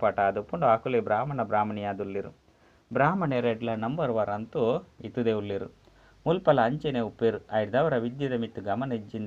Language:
Tulu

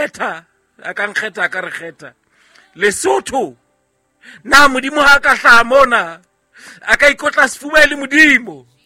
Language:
Southern Sotho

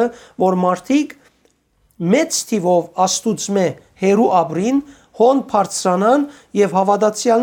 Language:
Western Armenian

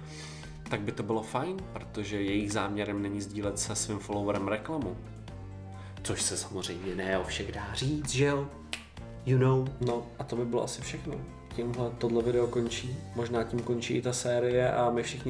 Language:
Czech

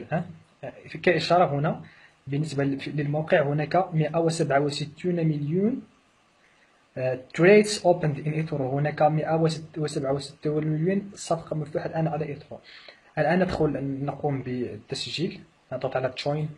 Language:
Arabic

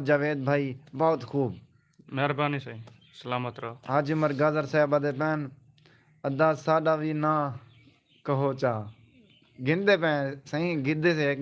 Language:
Saraiki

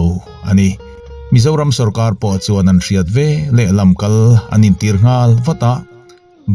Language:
Mizo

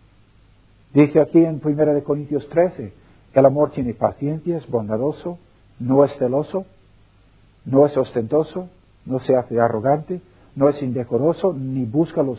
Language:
Spanish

